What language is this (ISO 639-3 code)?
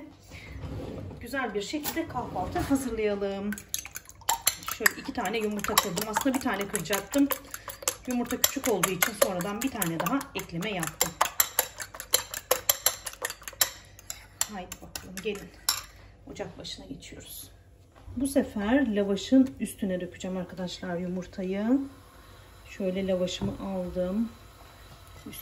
tur